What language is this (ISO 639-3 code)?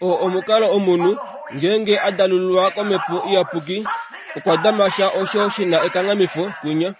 kua